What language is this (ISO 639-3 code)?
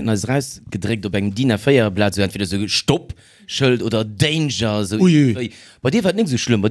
ltz